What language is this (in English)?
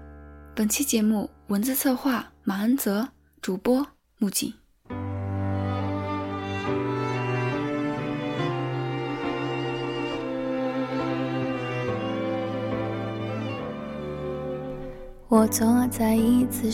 Chinese